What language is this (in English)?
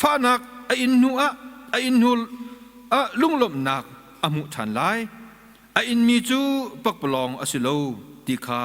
Hakha Chin